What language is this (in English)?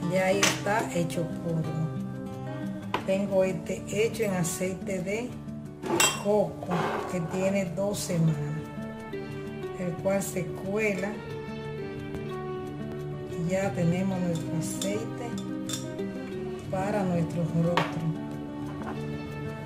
Spanish